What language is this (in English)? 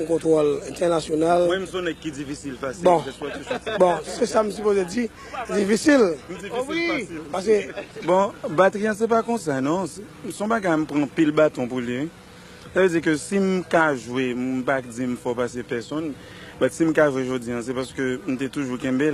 Haitian Creole